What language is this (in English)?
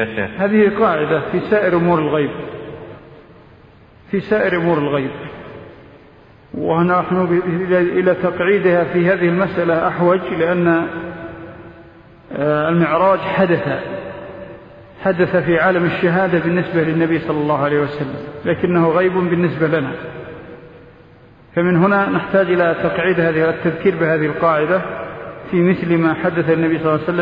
Arabic